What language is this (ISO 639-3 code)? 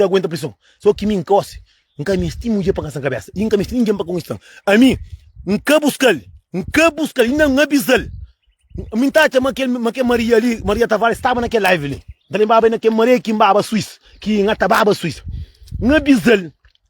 kea